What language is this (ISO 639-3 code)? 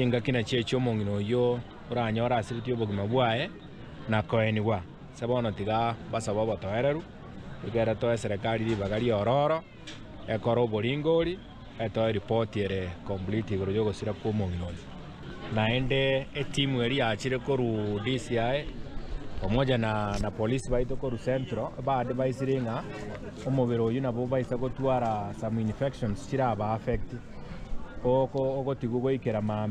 guz